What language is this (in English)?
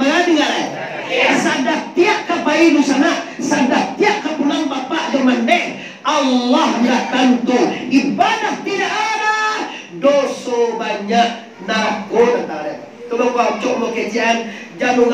Minangkabau